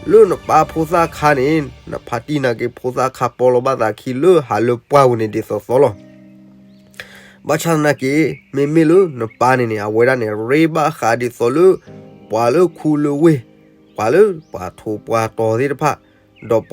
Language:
S'gaw Karen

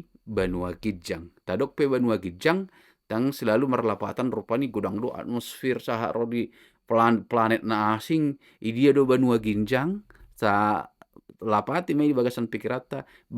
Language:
Batak Toba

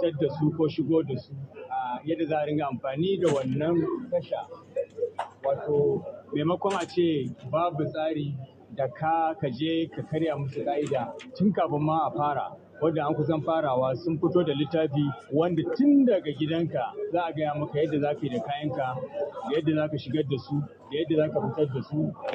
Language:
Hausa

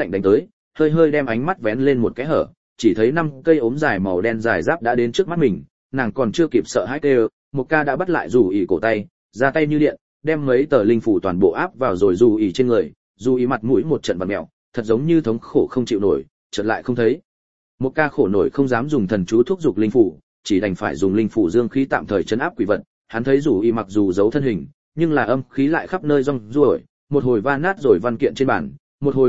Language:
Vietnamese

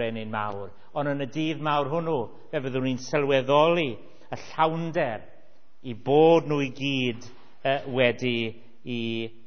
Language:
Welsh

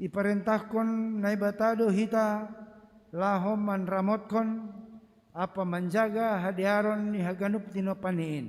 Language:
Batak Simalungun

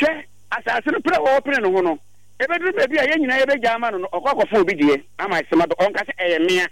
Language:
Akan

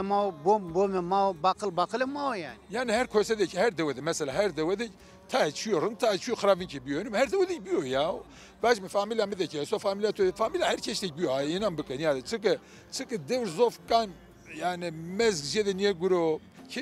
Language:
Zaza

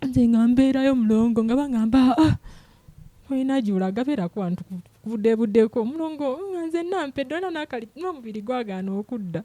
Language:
Ganda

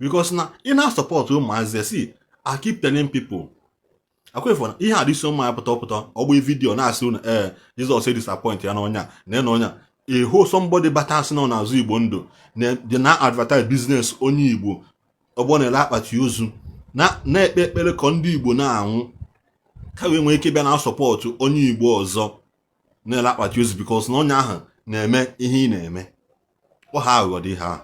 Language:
Igbo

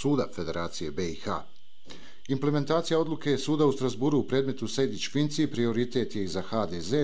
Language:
Bosnian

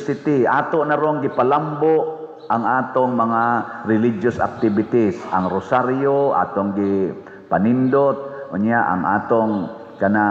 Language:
Cebuano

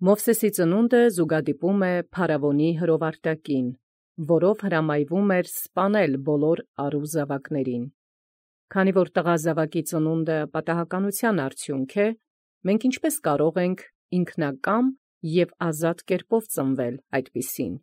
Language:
Armenian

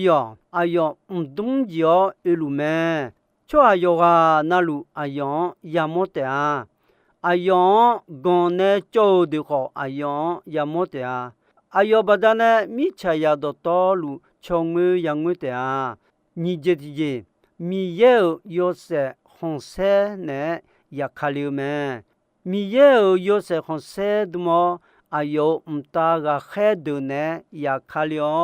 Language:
Akha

